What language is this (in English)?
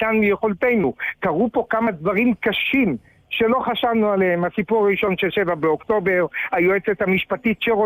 Hebrew